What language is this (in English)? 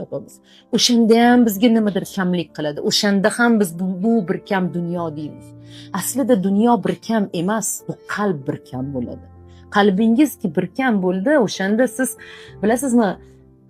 Uzbek